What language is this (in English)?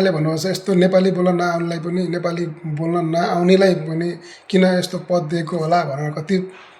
Nepali